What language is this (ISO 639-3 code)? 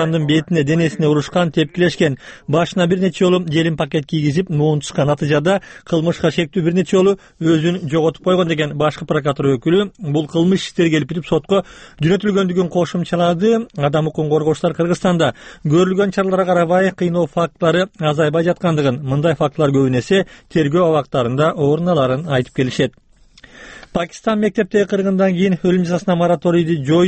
kir